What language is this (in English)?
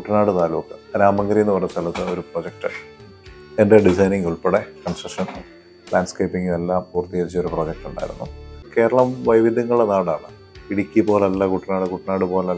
Malayalam